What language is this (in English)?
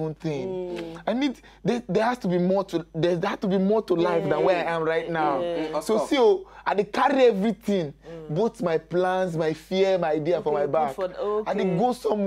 Nigerian Pidgin